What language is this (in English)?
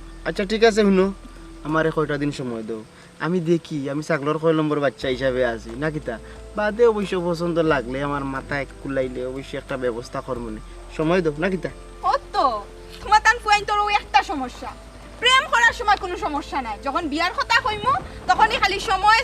Sylheti